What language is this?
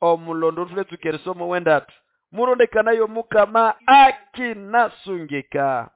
Nande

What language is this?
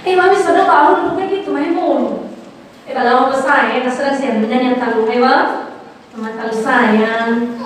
Nias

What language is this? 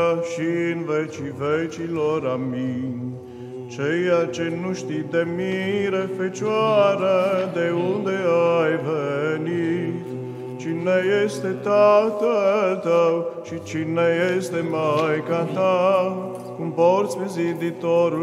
Romanian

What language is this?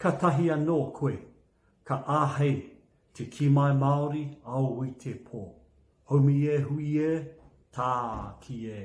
Māori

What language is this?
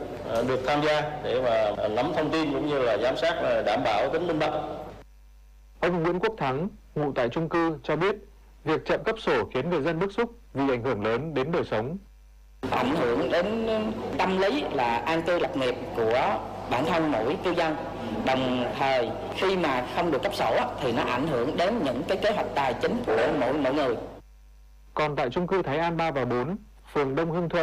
Vietnamese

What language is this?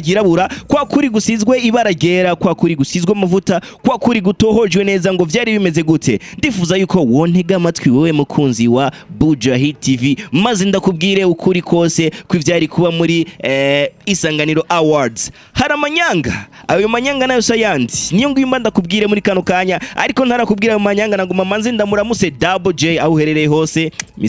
Rundi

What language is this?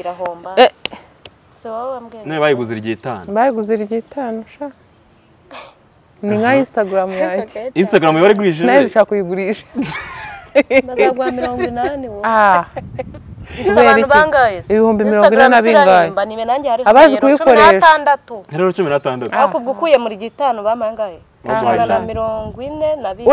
Kinyarwanda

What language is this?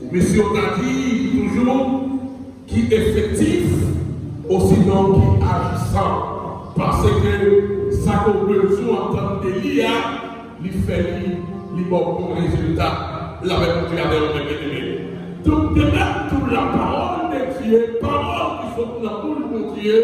Haitian Creole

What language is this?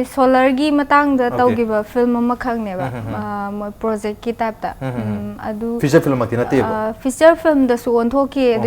Manipuri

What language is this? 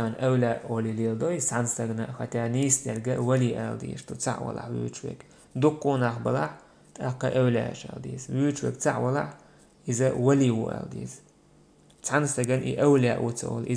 Chechen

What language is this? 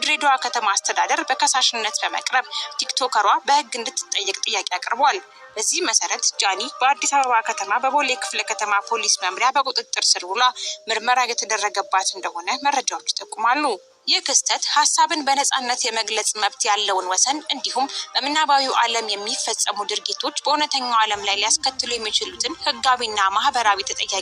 Amharic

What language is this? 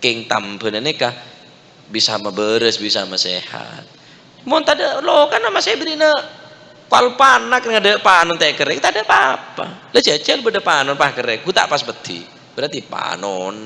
Madurese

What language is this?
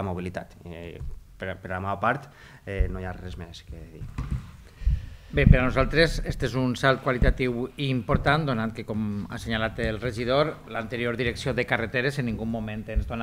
Catalan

